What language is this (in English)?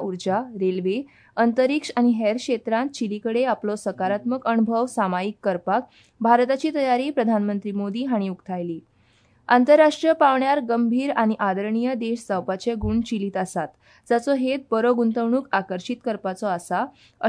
Konkani